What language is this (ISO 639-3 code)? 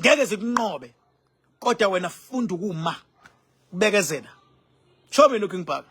zul